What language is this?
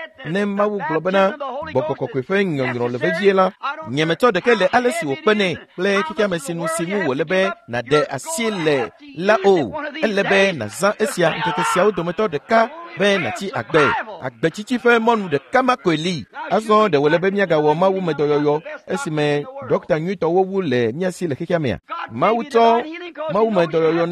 Ewe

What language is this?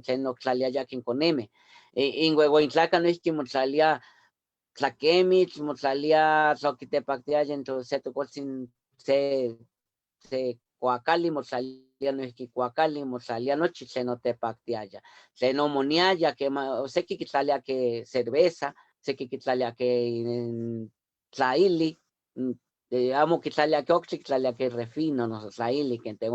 Eastern Huasteca Nahuatl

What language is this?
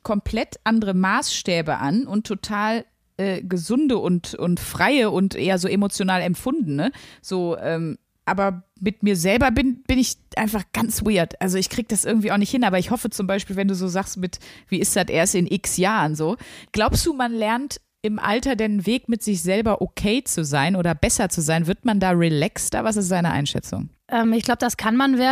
German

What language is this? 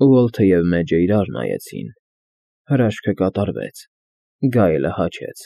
Armenian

